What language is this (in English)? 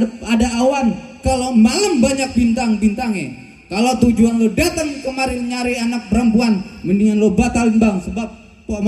Betawi